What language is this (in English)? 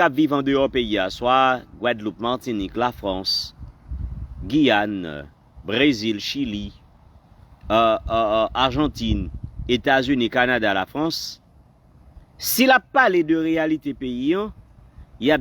Haitian Creole